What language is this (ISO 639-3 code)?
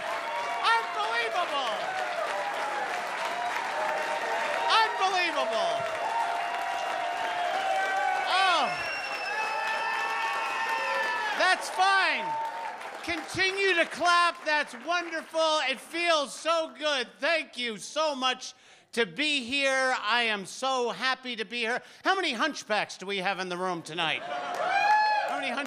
eng